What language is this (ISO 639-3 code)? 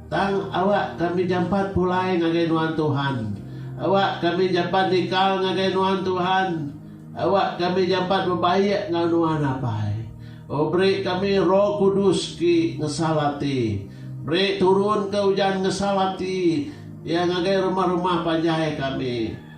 iba